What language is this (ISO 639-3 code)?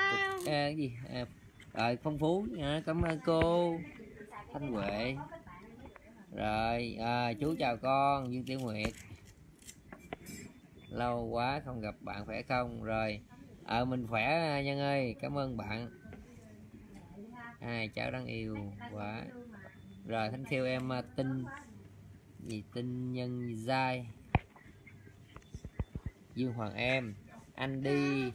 vie